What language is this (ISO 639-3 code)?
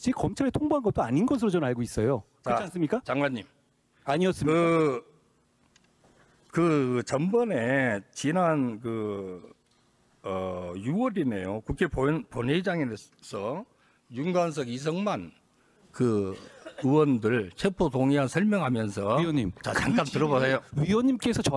kor